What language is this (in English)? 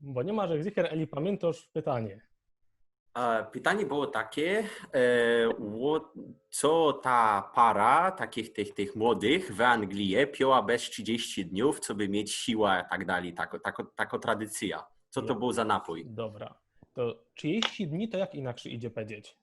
Silesian